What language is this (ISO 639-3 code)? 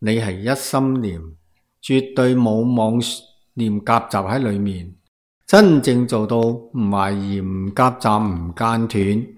yue